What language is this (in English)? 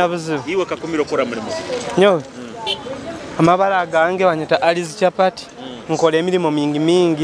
Nyoro